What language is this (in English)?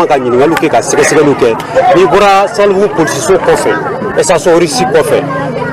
Bambara